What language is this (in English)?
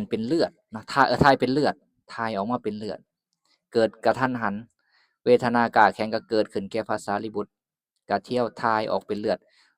Lao